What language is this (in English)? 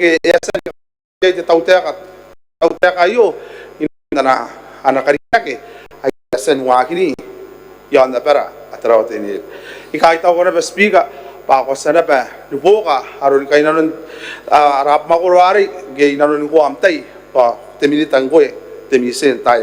Gilbertese